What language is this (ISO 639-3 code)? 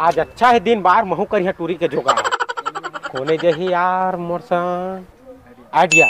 hne